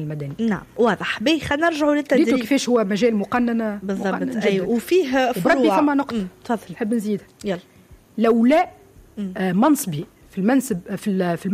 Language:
Tunisian Arabic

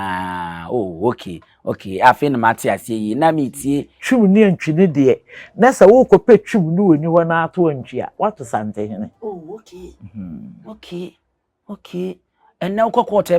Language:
Akan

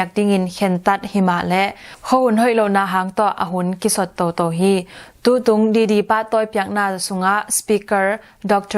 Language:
Tedim Chin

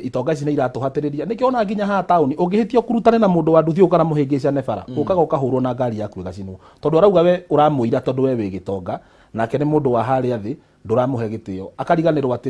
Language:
Kikuyu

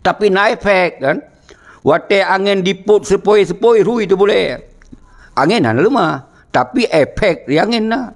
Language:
Achinese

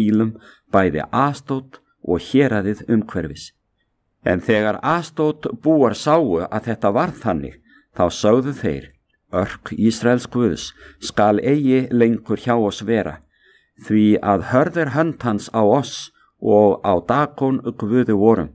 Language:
Icelandic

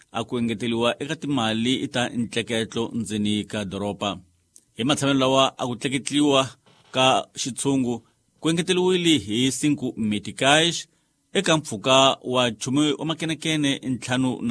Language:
Tsonga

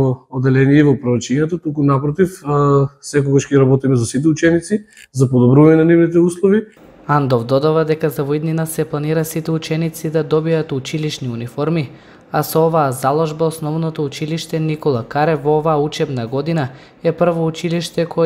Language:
Macedonian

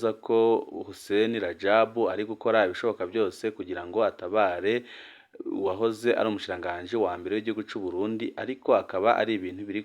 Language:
Rundi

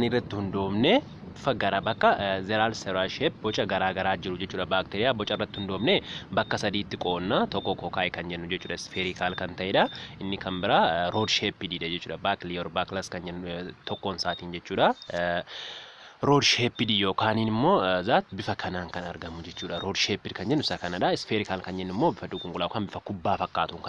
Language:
Oromo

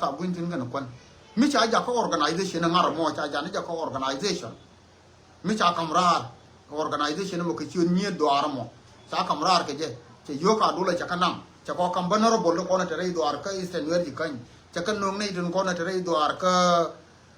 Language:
Nuer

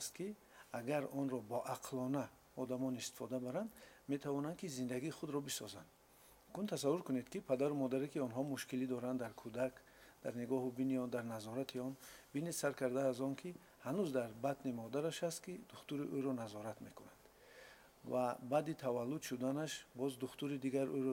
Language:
Tajik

